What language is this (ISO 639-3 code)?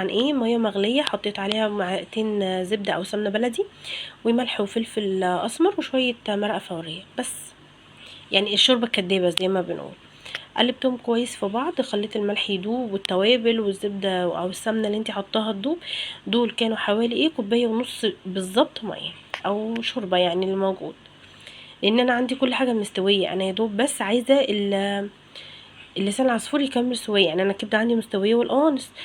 arz